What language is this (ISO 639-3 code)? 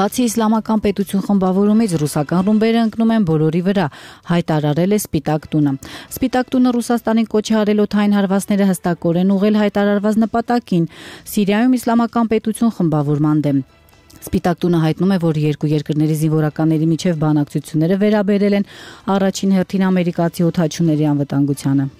hye